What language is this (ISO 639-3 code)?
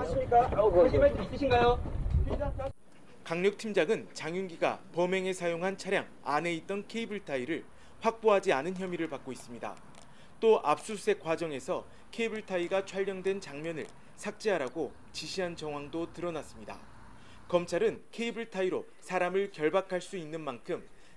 kor